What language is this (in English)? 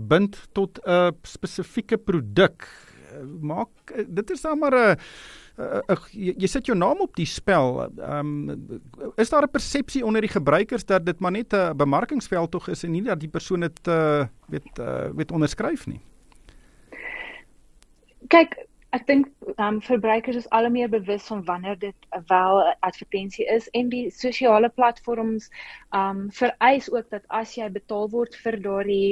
Afrikaans